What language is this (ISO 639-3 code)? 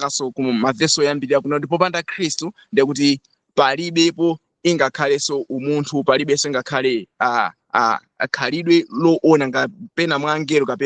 nya